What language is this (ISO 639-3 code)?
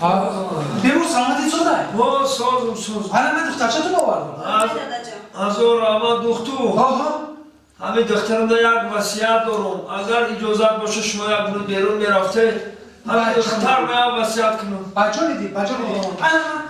tgk